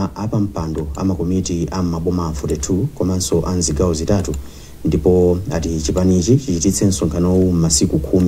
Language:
Nyanja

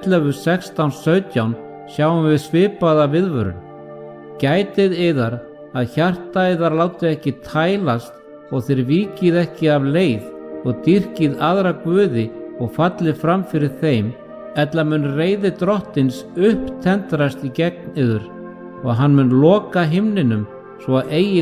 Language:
Icelandic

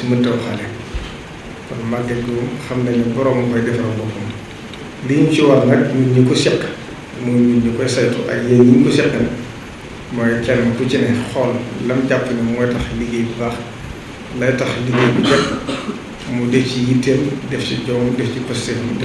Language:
Wolof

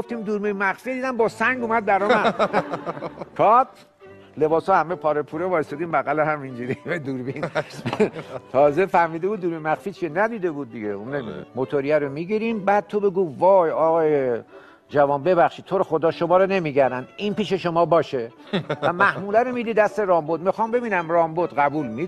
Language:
Persian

